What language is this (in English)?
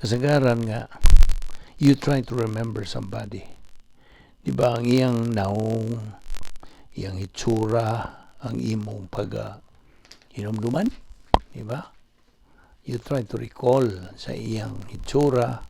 Cebuano